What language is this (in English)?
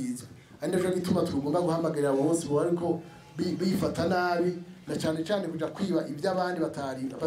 Rundi